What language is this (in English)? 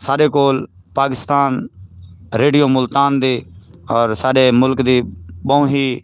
Saraiki